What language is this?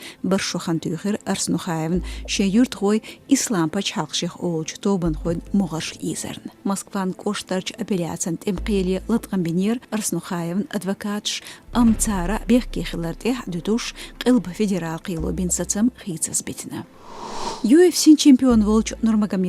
Chechen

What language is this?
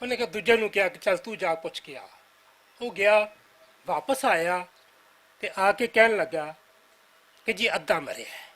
Western Panjabi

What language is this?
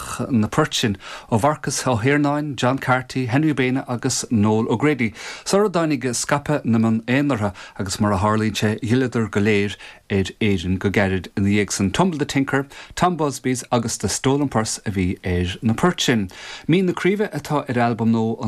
Irish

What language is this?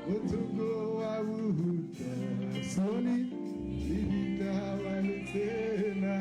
Tswana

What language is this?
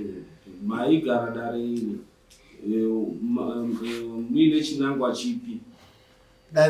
Shona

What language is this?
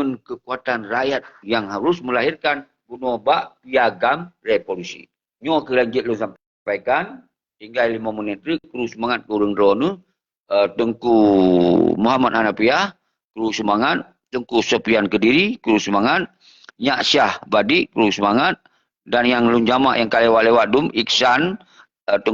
Achinese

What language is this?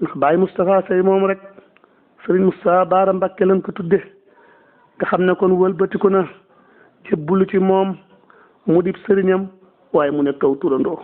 Wolof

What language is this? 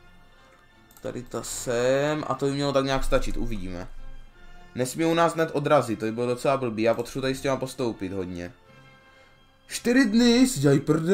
Czech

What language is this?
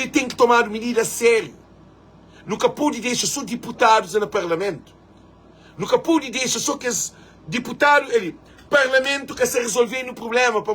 Kabuverdianu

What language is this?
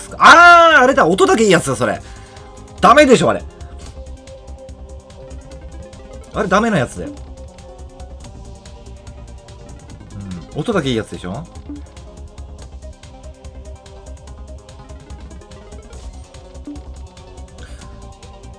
Japanese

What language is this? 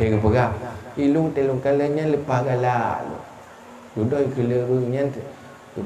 Achinese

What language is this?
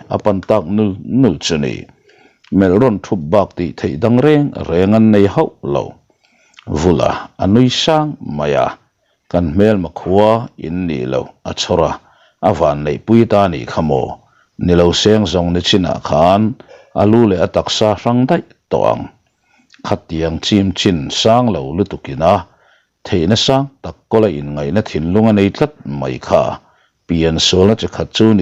Mizo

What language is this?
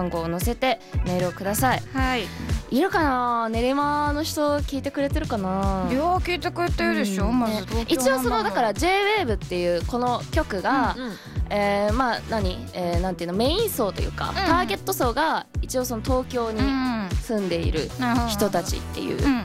Japanese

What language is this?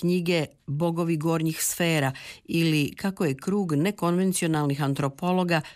Croatian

